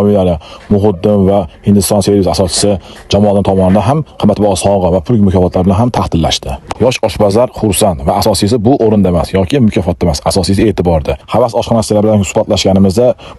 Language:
Uzbek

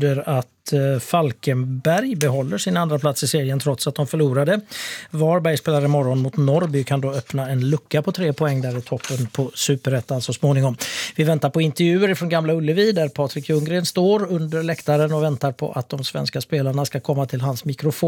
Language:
Swedish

